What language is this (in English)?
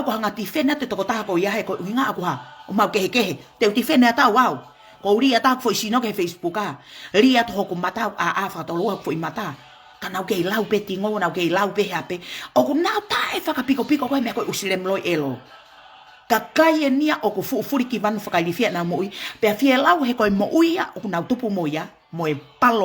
Tongan